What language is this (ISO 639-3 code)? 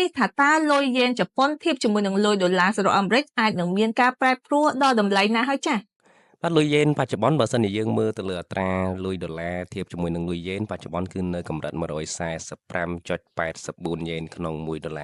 khm